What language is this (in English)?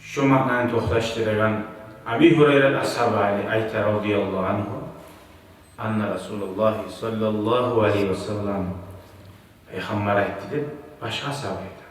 Kumyk